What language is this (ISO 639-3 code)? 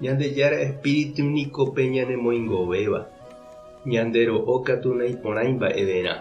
grn